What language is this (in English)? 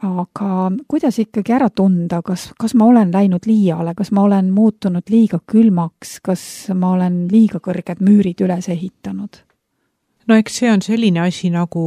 Estonian